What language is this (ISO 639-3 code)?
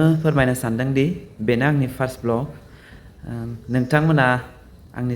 brx